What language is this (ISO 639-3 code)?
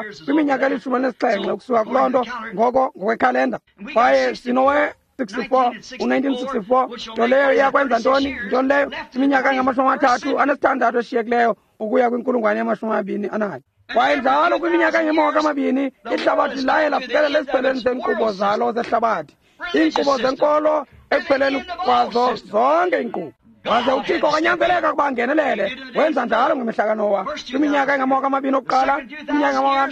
xho